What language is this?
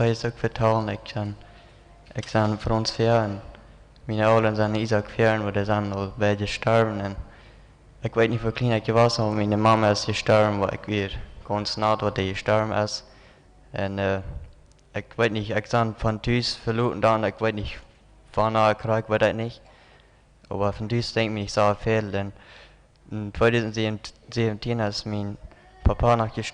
Plautdietsch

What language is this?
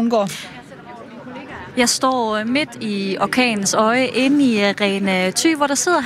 Danish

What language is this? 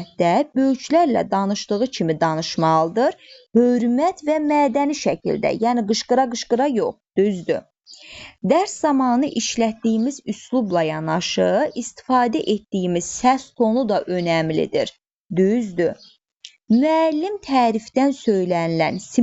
Azerbaijani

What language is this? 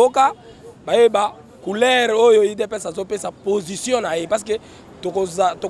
Lingala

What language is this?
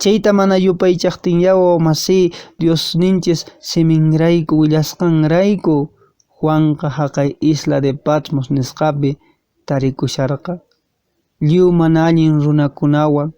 Quechua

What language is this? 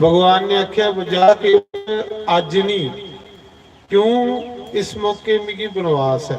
Dogri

